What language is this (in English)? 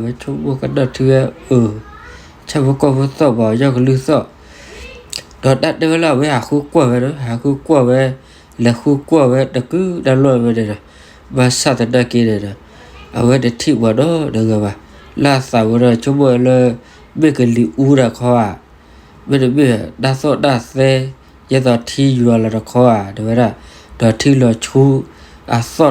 S'gaw Karen